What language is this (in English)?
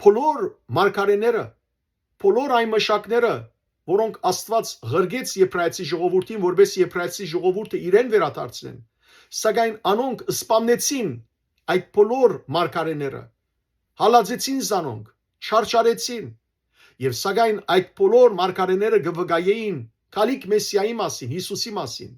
Western Armenian